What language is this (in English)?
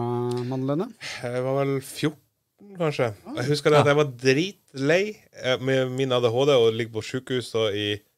Norwegian